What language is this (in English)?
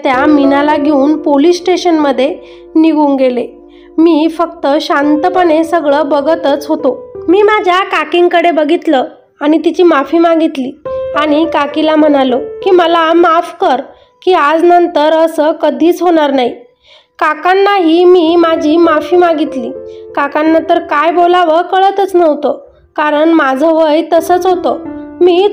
Marathi